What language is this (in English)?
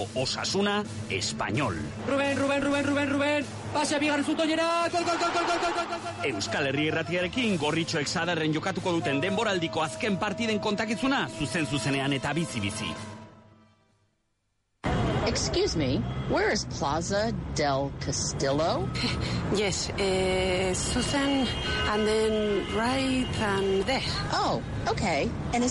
Basque